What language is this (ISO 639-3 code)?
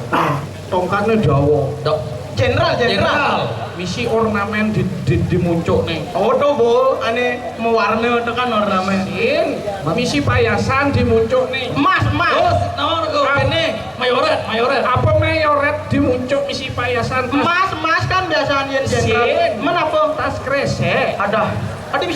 ban